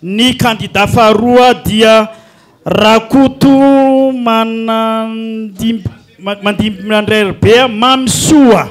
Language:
Malagasy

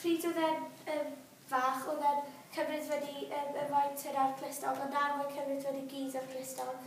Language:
Welsh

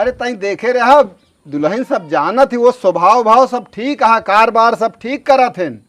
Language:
Awadhi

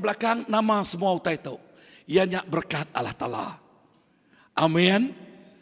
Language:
Iban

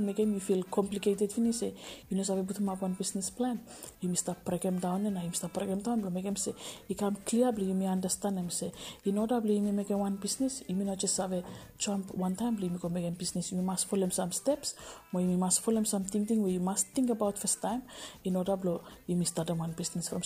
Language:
Bislama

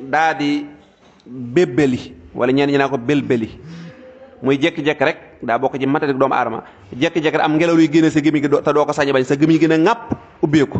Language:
Wolof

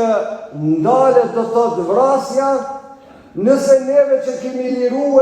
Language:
Albanian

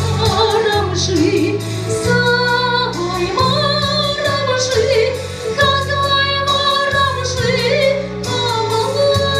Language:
Chuvash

